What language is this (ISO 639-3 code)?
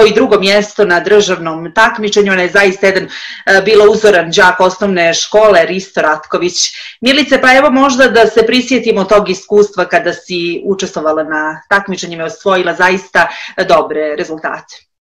srp